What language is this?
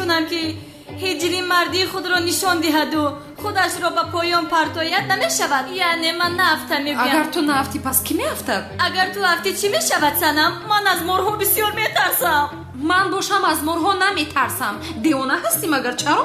Tajik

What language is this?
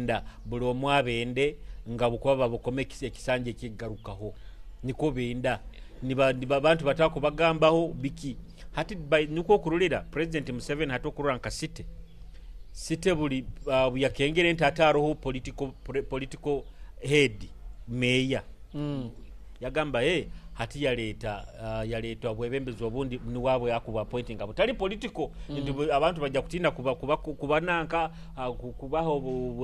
Nyoro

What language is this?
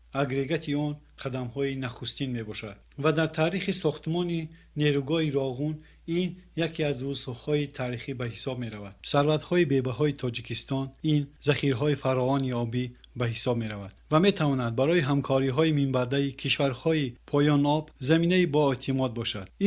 Tajik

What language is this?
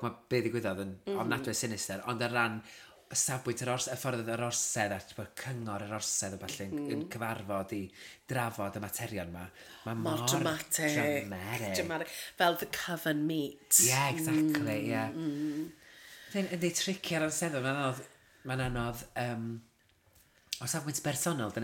Welsh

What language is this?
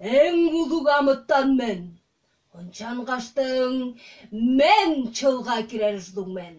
Tuvinian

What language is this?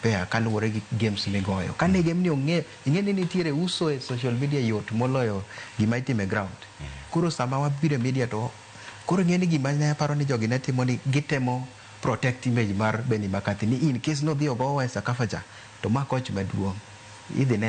Luo (Kenya and Tanzania)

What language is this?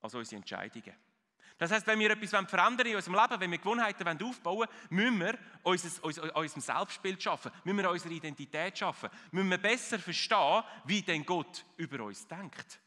Swiss German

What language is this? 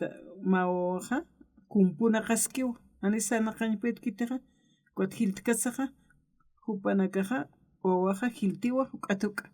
Aymara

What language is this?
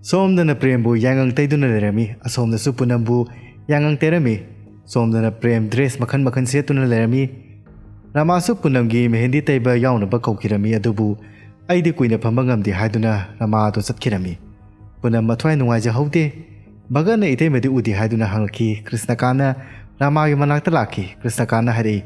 Manipuri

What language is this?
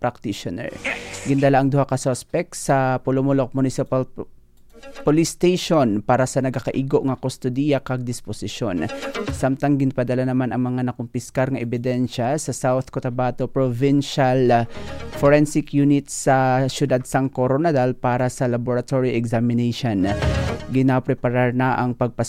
Hiligaynon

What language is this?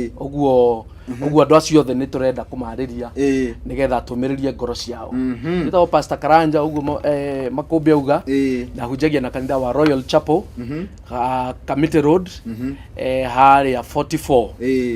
Kikuyu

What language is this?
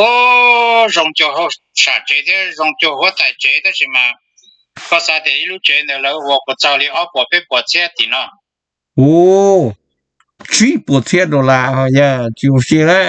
Hmong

